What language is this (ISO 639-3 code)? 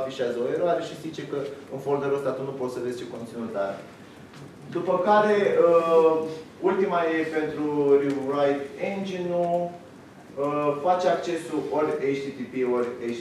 ron